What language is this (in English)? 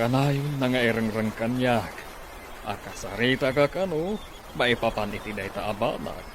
Iloko